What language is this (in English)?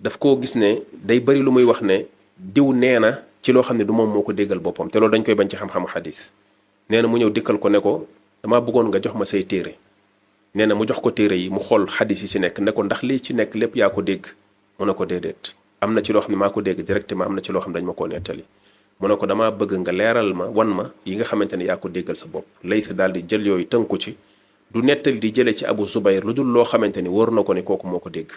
Wolof